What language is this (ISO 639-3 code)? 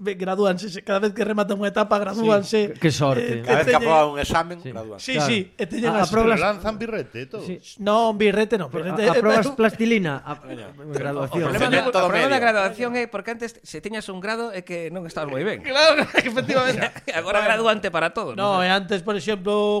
glg